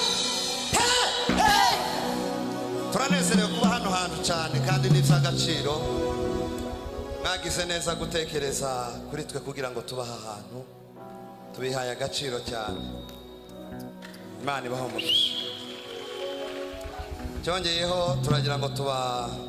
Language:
Kinyarwanda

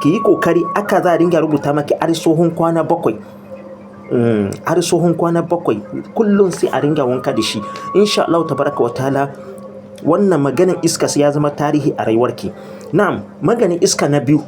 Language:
Hausa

